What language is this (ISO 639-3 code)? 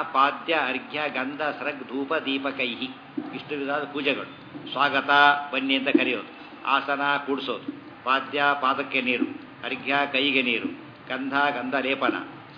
kan